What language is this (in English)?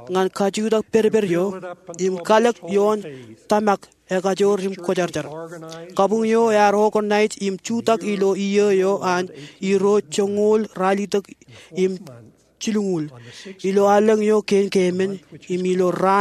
Marshallese